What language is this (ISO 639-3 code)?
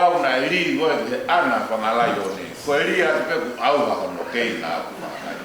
ton